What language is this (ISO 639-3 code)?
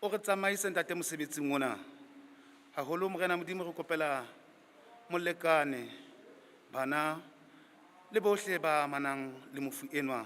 sot